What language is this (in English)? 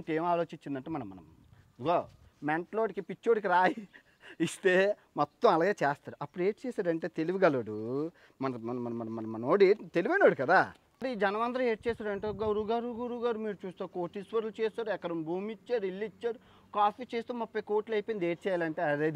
Telugu